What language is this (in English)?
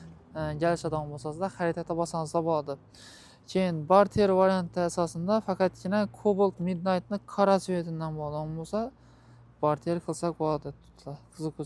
Uzbek